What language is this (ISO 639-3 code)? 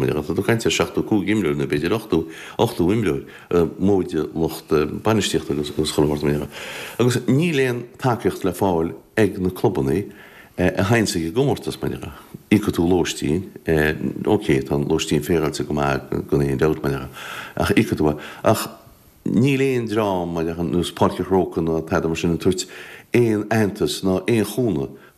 gle